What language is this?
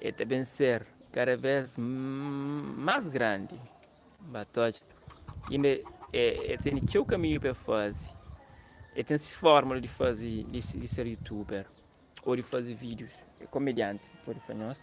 Kabuverdianu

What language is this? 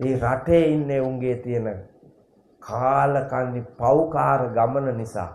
Sinhala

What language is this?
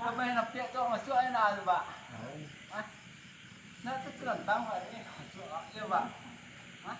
Minangkabau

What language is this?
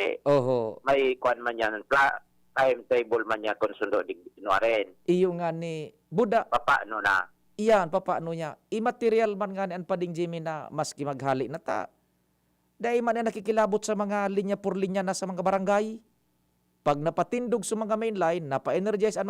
Bikol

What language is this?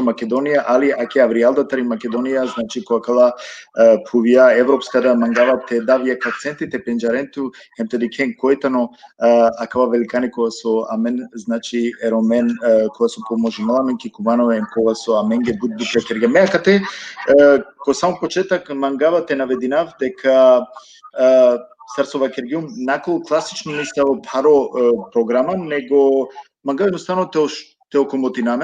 Balkan Romani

